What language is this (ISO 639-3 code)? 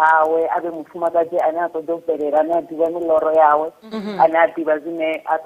ven